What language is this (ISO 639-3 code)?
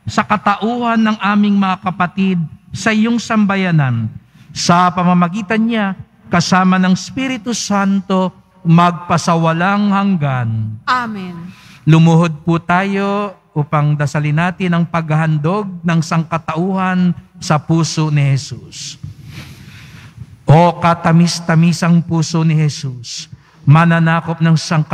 fil